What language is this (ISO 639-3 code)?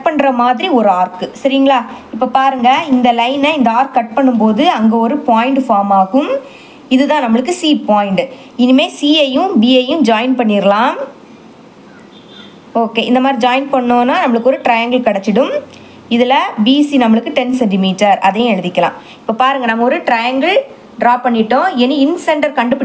tam